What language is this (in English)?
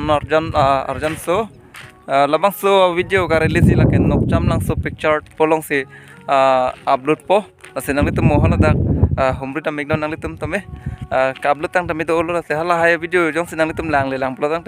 Karbi